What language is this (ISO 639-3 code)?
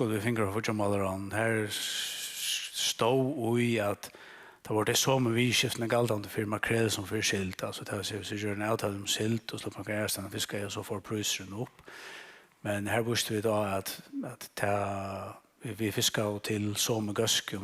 fao